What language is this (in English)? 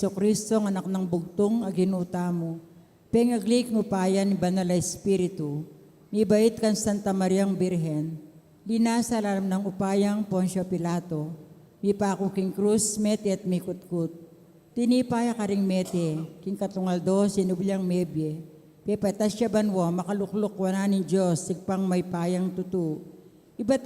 Pampanga